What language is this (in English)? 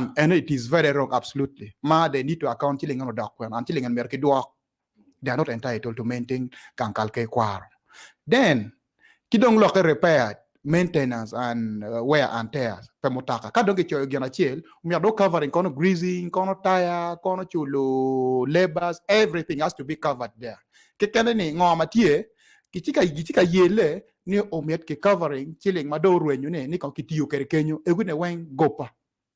Acoli